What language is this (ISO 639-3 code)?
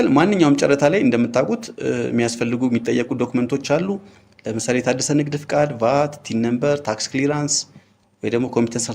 amh